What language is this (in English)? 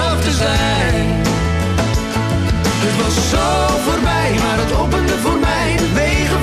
Dutch